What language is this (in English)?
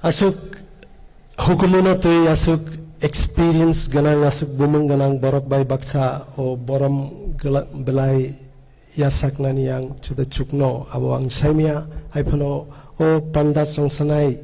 Kok Borok